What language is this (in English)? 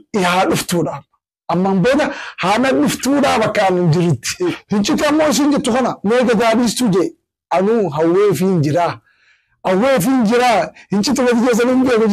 Oromo